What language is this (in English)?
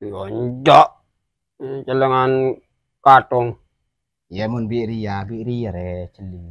Madurese